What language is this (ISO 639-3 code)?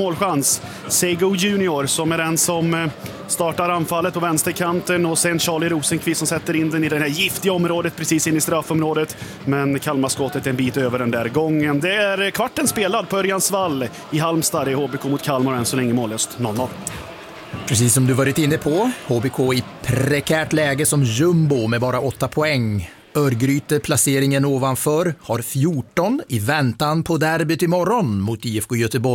swe